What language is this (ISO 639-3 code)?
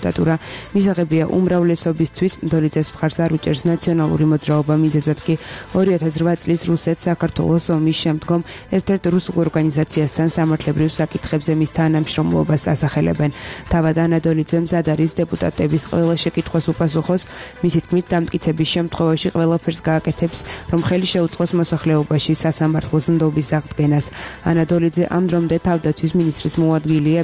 kat